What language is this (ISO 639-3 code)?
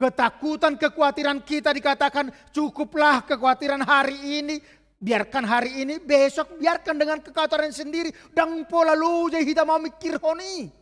bbc